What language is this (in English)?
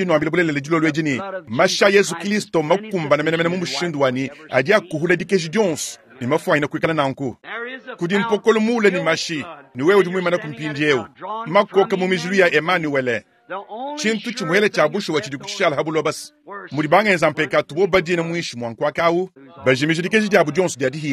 Luba-Lulua